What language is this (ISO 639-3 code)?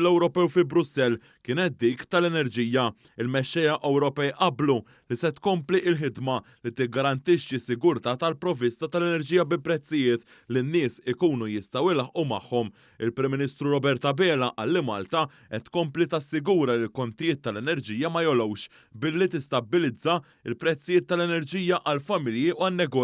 mlt